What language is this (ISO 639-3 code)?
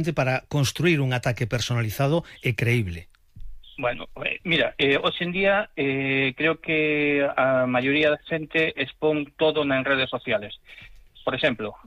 glg